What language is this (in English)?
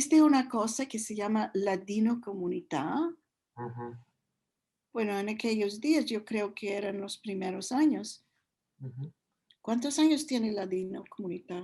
Ladino